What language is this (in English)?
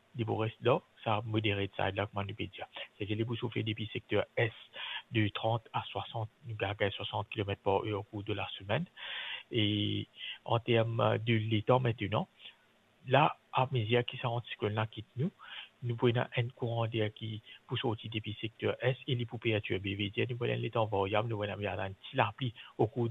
Morisyen